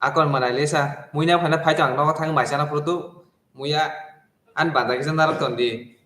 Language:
Kok Borok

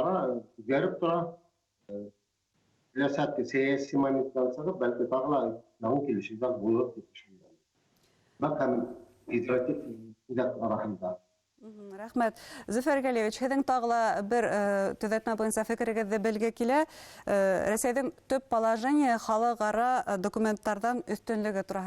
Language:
Bashkir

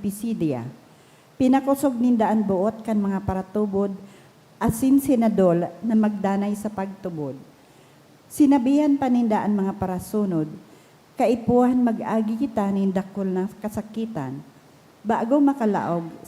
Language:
Bikol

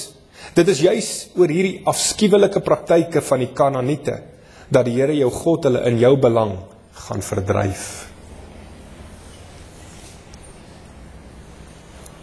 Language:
Afrikaans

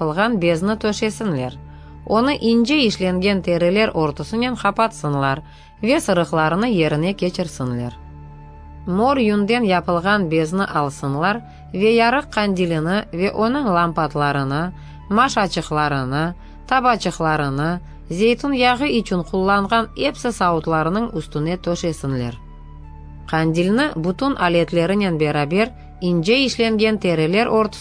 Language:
Crimean Tatar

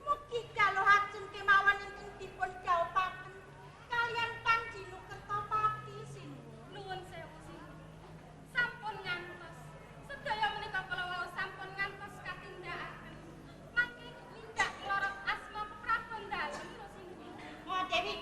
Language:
Javanese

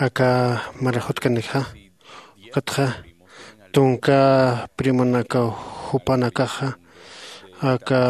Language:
Aymara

